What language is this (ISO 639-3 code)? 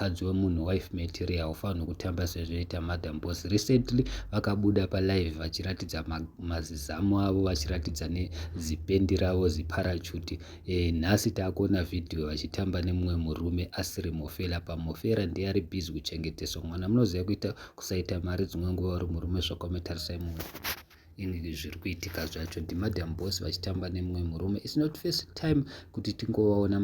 sna